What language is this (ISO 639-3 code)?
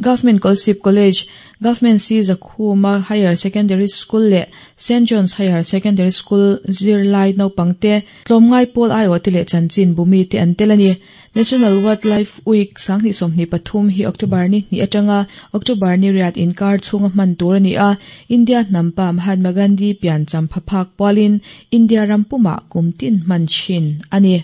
lus